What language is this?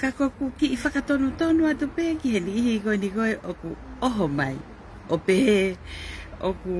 Tongan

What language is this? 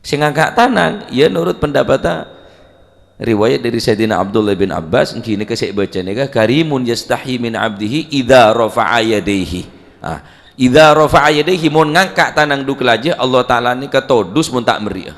Madurese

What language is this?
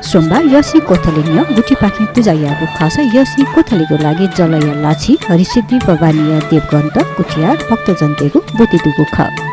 Newari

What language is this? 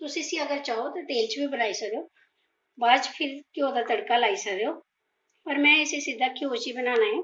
Dogri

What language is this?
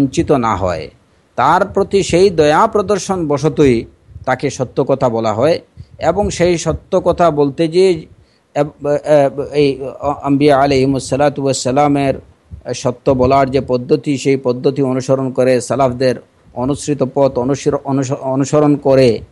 Bangla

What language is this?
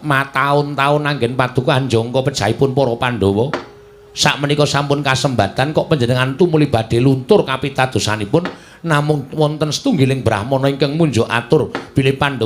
Javanese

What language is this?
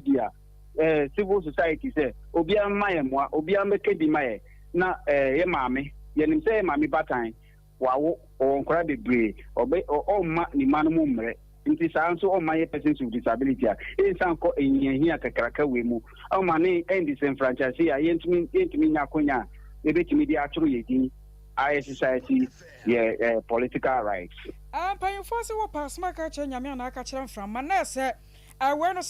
Akan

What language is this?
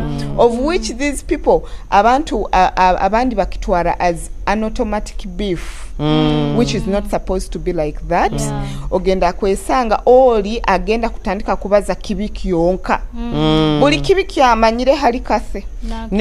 Nyoro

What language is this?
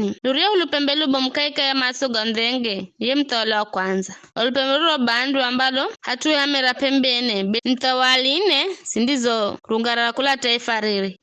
Giryama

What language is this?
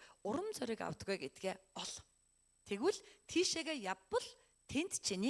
Mongolian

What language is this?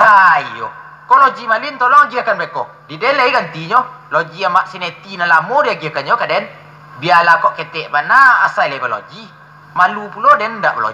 Minangkabau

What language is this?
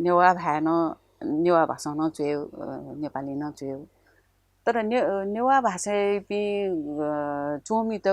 Newari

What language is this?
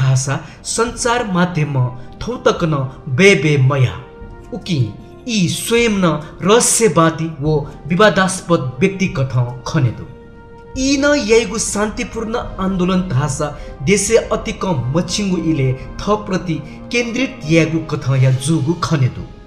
Newari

